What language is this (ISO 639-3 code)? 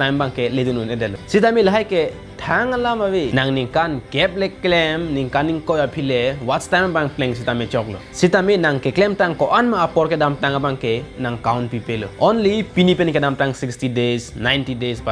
mjw